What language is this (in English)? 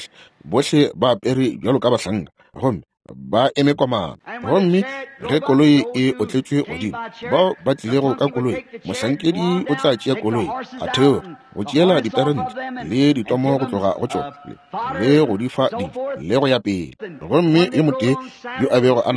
Northern Sotho